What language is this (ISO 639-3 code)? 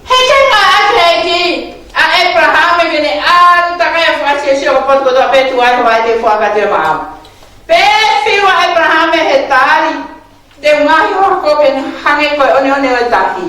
ton